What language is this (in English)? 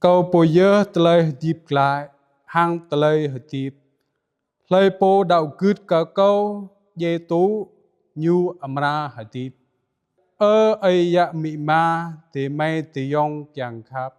Jarai